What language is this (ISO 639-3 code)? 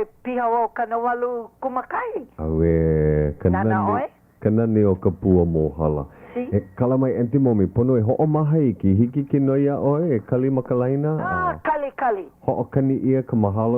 haw